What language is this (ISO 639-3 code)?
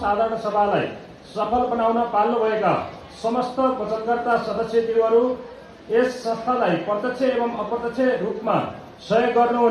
nep